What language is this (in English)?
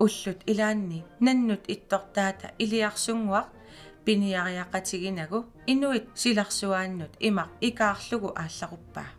Kalaallisut